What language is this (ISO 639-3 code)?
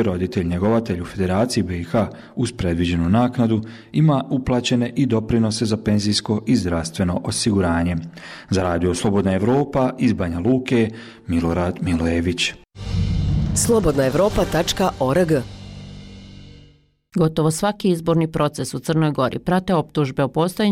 bos